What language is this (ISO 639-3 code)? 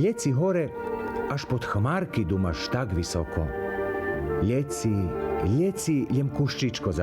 rue